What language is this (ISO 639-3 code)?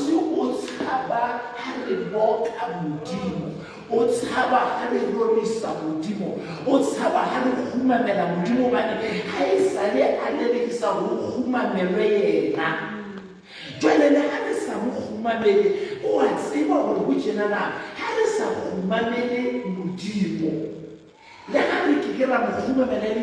sot